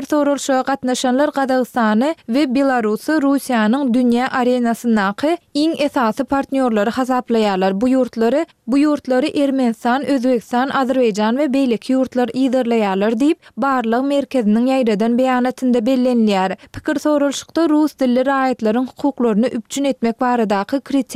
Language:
Turkmen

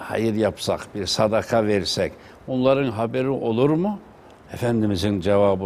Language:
Turkish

